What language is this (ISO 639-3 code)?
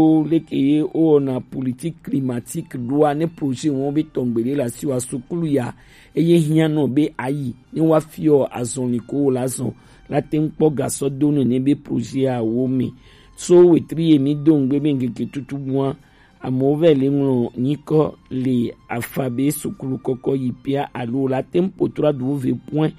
gej